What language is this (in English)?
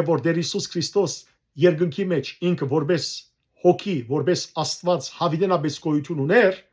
Western Armenian